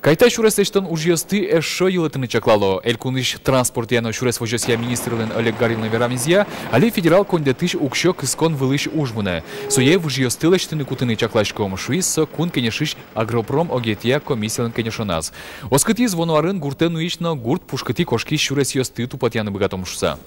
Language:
Udmurt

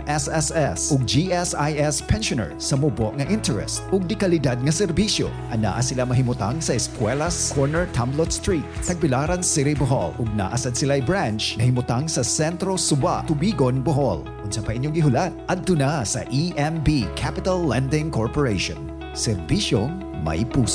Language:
Cebuano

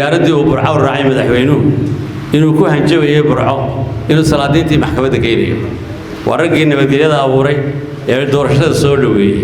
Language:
Somali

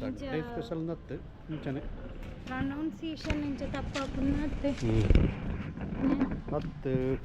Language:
Tulu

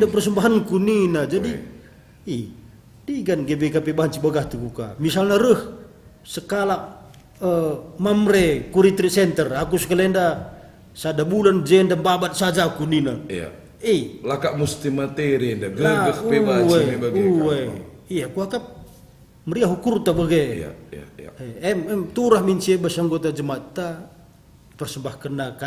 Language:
Batak Karo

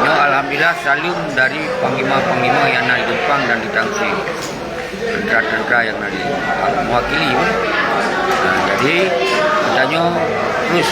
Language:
Achinese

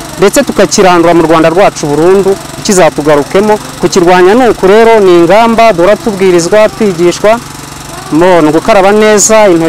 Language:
Kinyarwanda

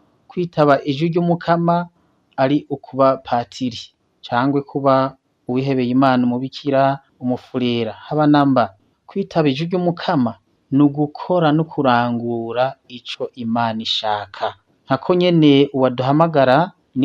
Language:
Rundi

